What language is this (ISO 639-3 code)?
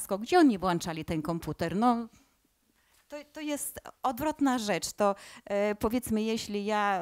pol